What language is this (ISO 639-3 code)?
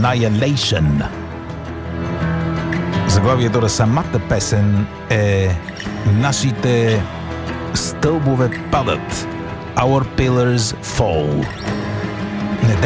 bul